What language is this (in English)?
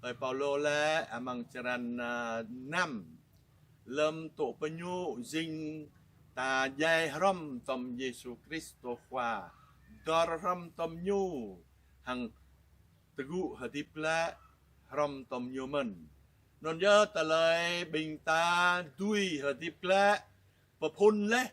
Jarai